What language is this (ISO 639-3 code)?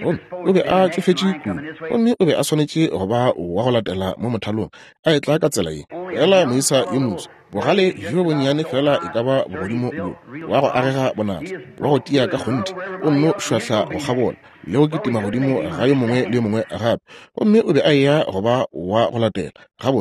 nso